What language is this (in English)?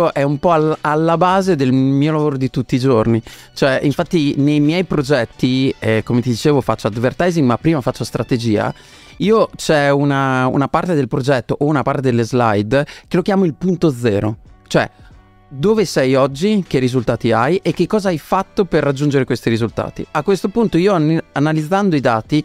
Italian